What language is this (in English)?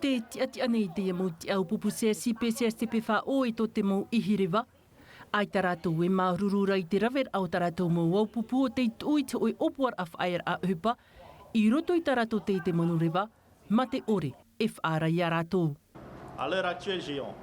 Tahitian